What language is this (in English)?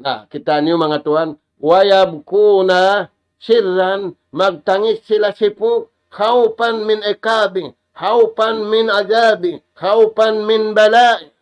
Tausug